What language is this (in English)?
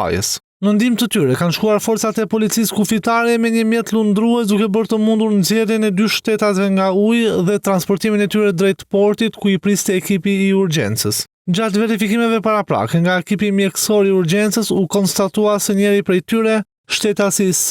Albanian